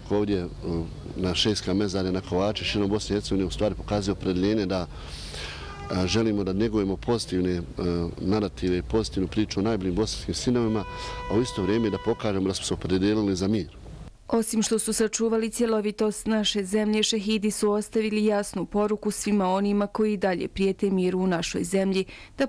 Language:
Bosnian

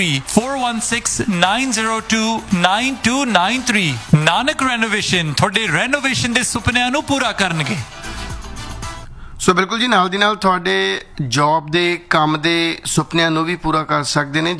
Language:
Punjabi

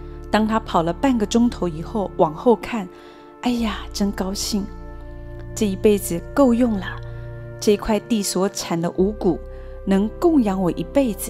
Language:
Chinese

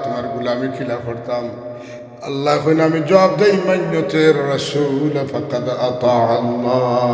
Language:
Sylheti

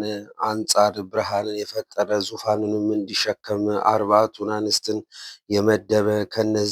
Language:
Amharic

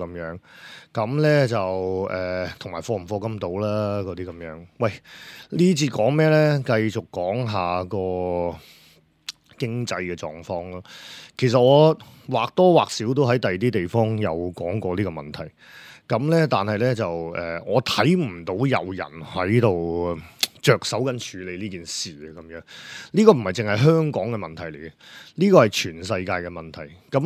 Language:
Cantonese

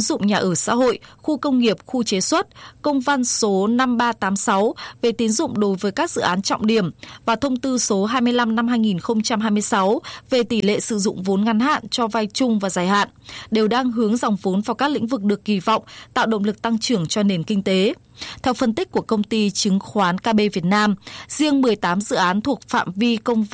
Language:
Vietnamese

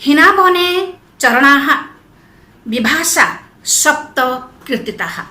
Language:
Odia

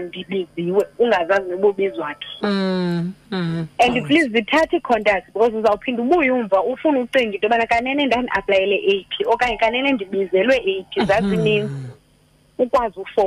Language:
Xhosa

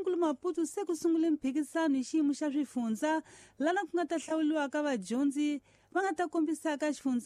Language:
Tsonga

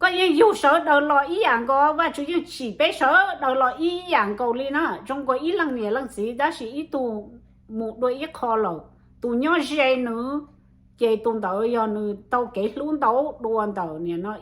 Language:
Hmong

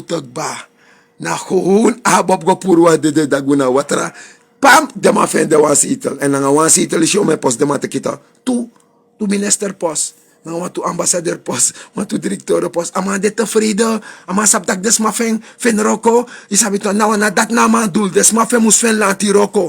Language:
Sranan Tongo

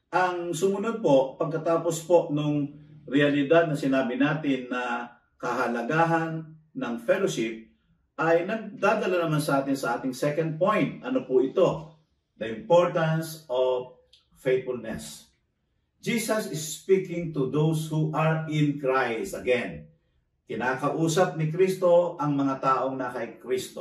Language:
Filipino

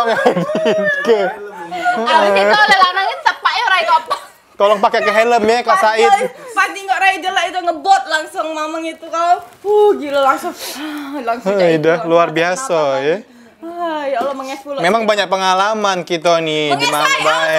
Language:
Musi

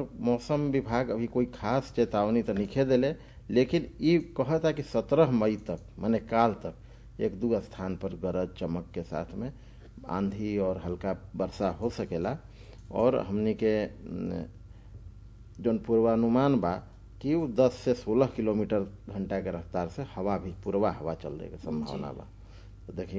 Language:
Bhojpuri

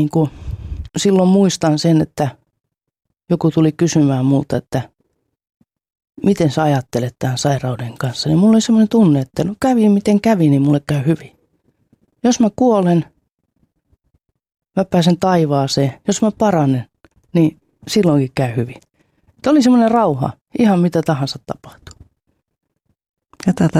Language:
Finnish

